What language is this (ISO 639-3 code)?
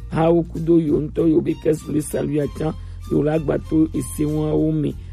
gej